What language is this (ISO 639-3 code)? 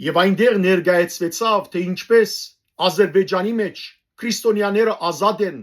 hyw